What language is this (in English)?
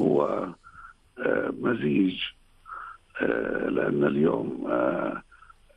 North Levantine Arabic